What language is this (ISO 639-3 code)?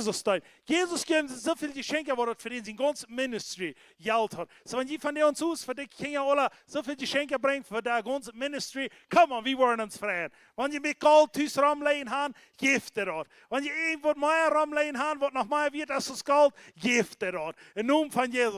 pdt